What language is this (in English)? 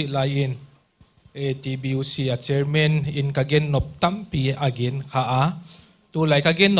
Paite Chin